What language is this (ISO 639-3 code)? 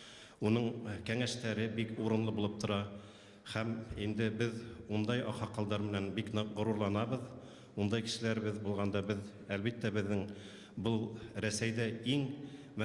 bak